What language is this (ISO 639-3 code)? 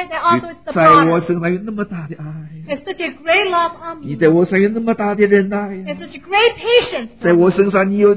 zho